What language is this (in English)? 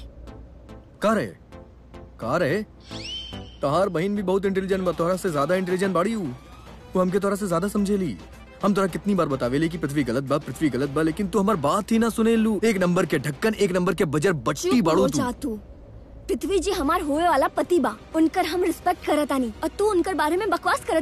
Bhojpuri